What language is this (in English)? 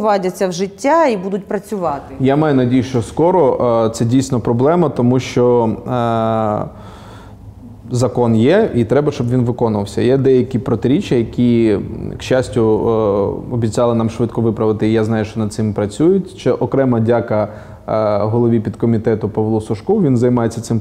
Ukrainian